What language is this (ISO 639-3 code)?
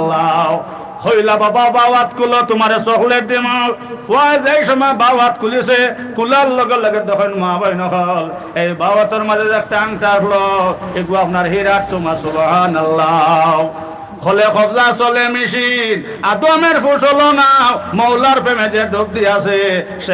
syl